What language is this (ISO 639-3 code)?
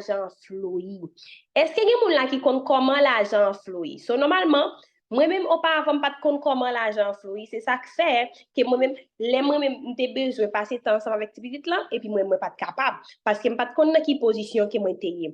hat